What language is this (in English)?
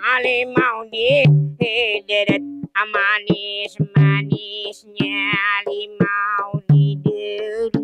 Banjar